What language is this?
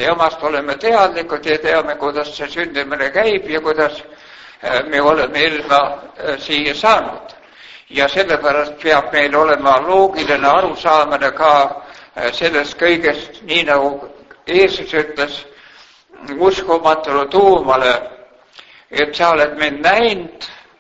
Estonian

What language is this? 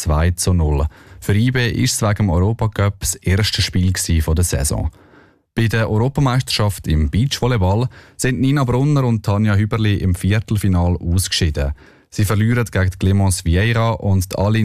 German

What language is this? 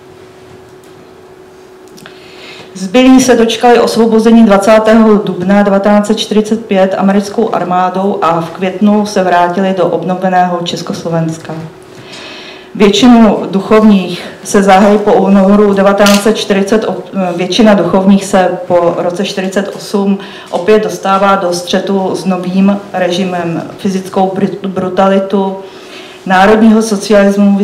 Czech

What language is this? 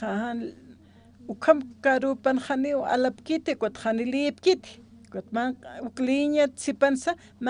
Aymara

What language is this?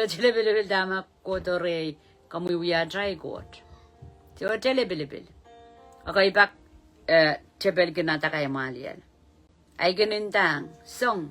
Pohnpeian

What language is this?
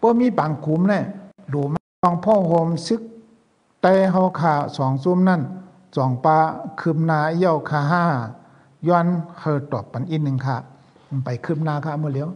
Shan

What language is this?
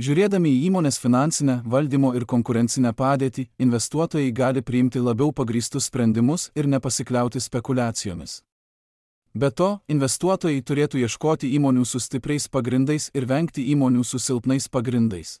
Lithuanian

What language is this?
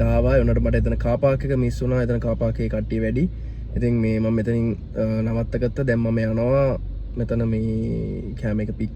Sinhala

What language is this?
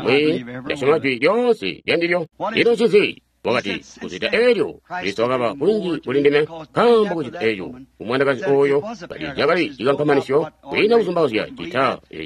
Tonga (Zambia)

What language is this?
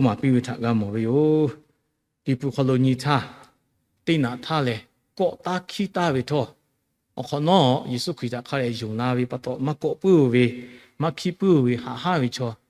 Lahu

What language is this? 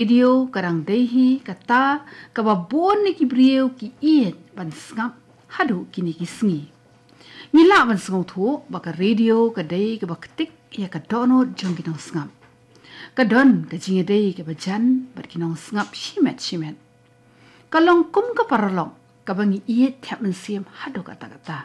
Khasi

